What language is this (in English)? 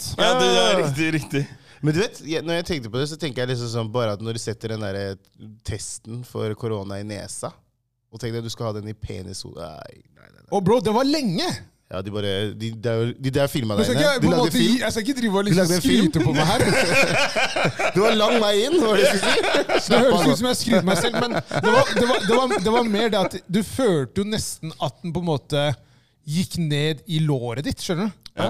Norwegian